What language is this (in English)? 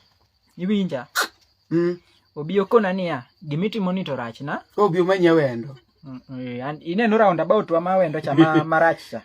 Luo (Kenya and Tanzania)